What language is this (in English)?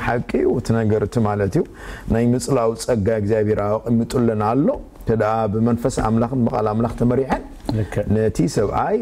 Tigrinya